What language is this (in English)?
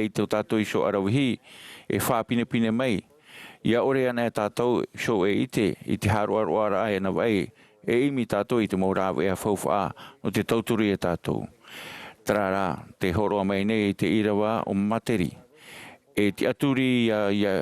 Tahitian